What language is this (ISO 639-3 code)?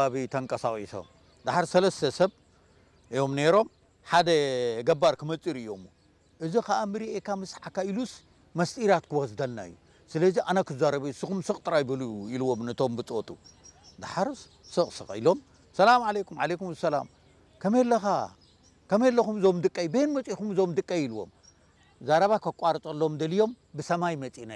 tir